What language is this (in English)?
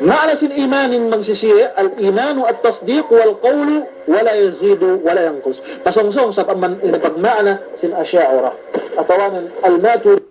Yakan